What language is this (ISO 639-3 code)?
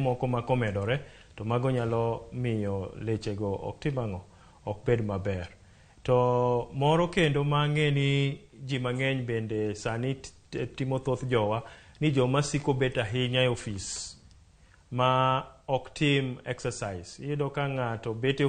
luo